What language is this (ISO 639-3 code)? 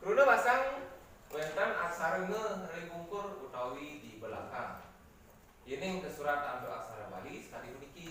ban